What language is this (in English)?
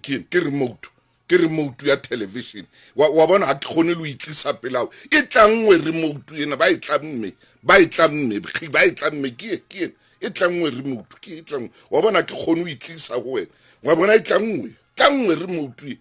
Southern Sotho